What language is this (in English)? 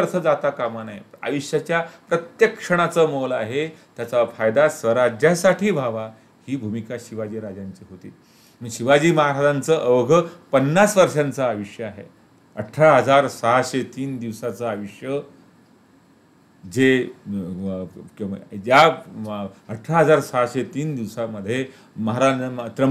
Marathi